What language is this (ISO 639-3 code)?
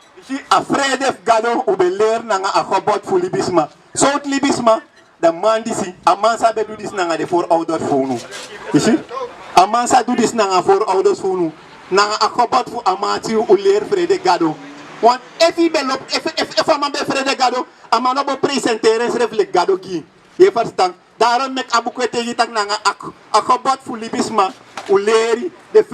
srn